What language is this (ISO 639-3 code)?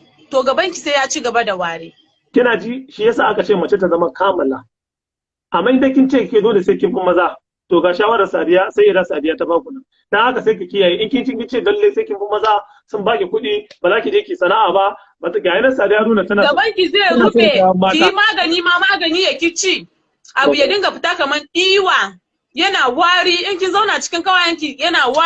hau